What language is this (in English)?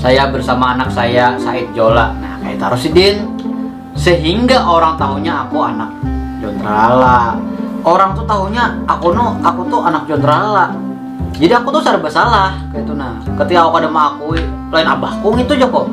Banjar